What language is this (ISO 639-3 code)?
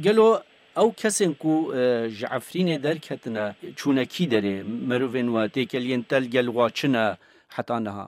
kur